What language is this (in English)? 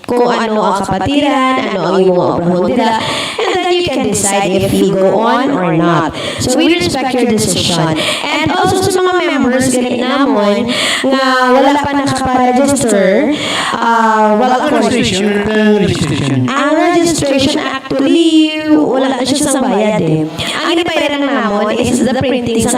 Hiligaynon